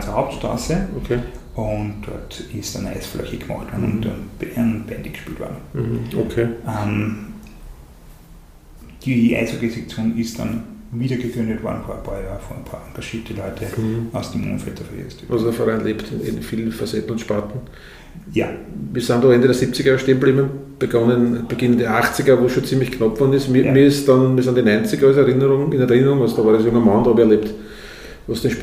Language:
German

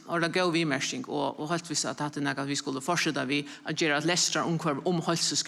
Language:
Faroese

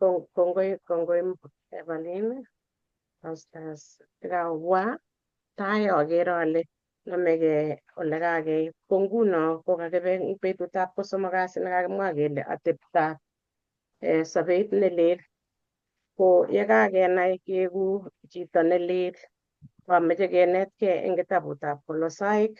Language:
Kalenjin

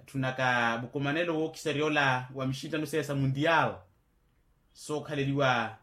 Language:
Makhuwa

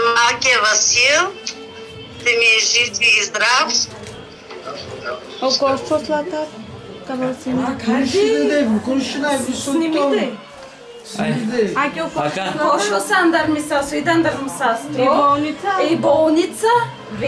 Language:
Bulgarian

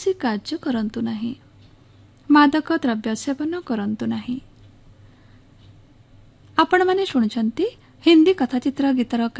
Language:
Odia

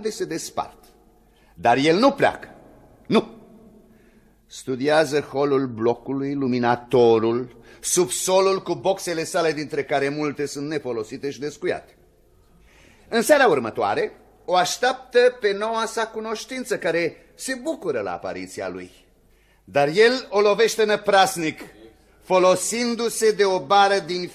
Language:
Romanian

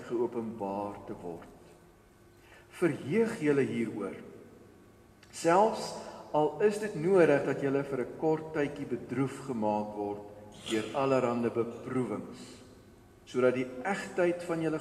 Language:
Afrikaans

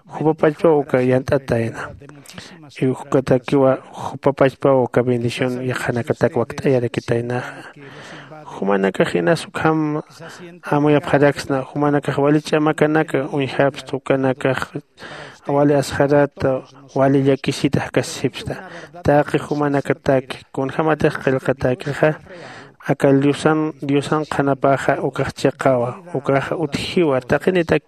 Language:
Aymara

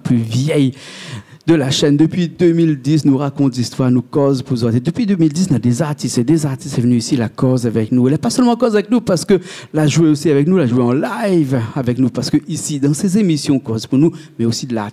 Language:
Réunion Creole French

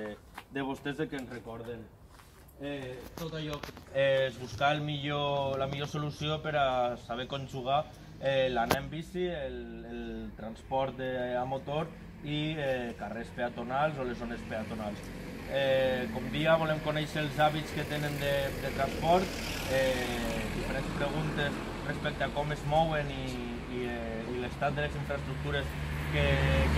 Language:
Catalan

